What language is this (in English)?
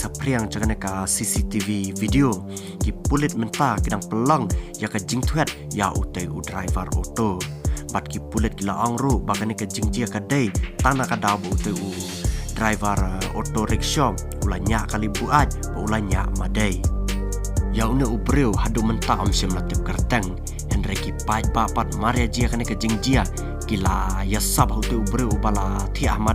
Khasi